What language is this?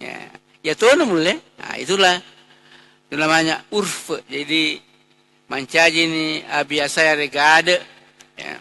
Buginese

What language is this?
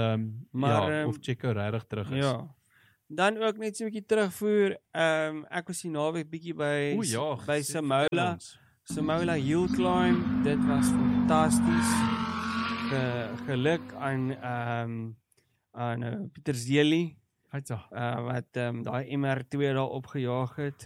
Afrikaans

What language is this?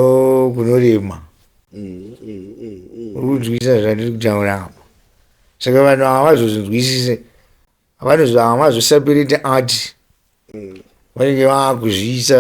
Shona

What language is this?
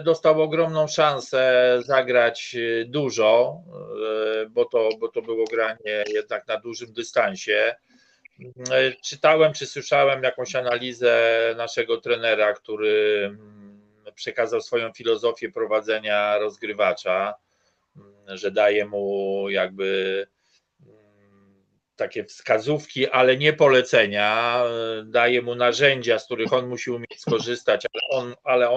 Polish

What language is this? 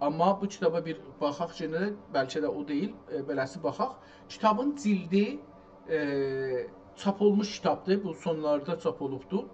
South Azerbaijani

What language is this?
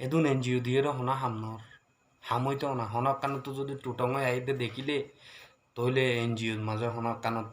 Rohingya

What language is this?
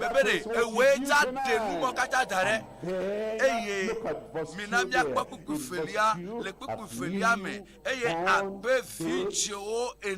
Ewe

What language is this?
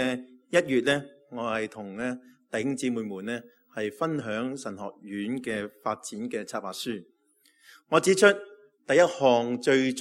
Cantonese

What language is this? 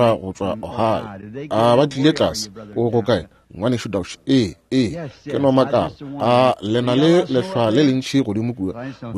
Northern Sotho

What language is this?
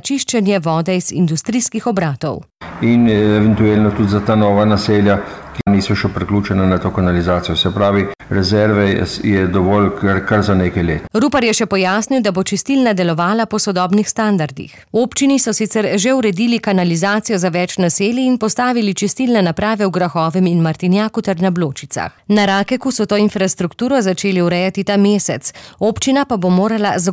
Slovenian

